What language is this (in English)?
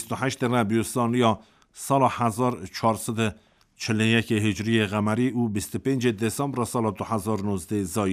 Kurdish